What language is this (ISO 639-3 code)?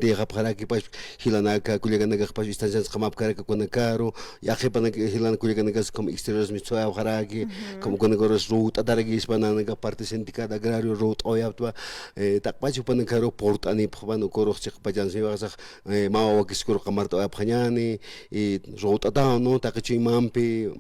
aym